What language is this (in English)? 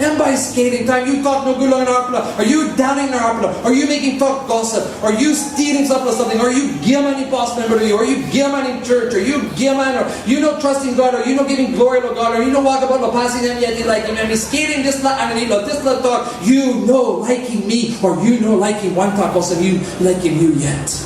Tok Pisin